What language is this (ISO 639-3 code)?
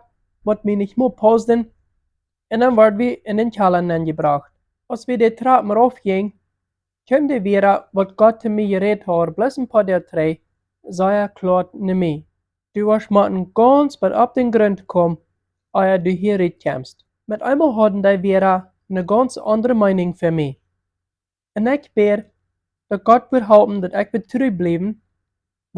pdt